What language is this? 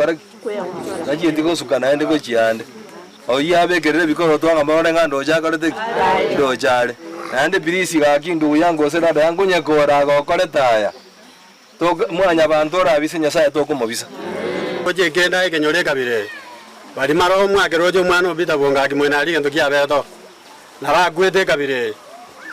Gusii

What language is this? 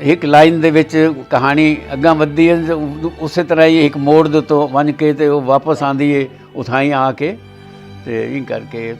Saraiki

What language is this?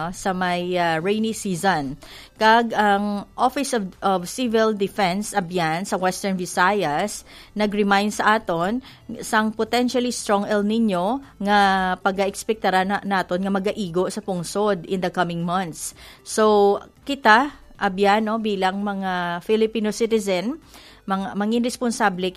Hiligaynon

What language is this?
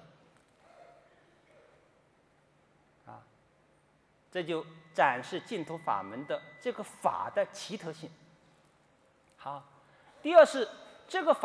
Chinese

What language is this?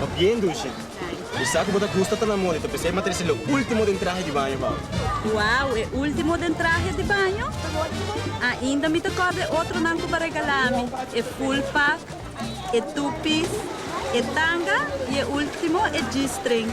Papiamento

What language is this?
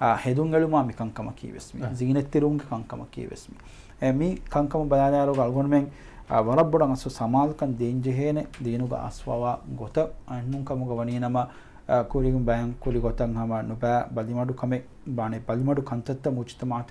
Divehi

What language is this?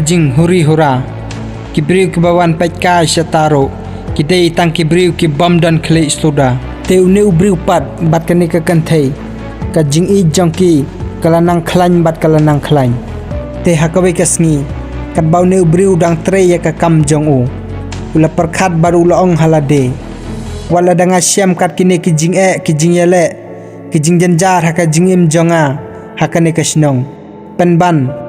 Khasi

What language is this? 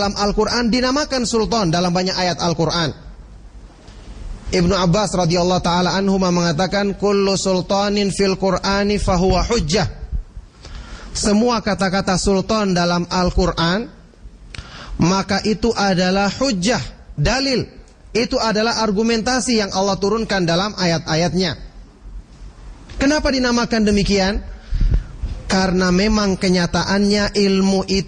Indonesian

